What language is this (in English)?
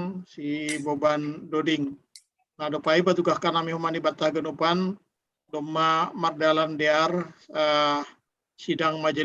Batak Simalungun